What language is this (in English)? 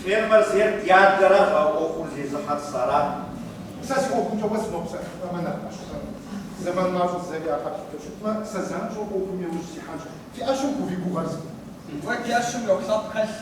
Kabardian